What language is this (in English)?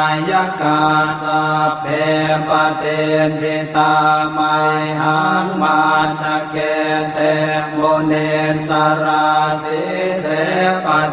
Pali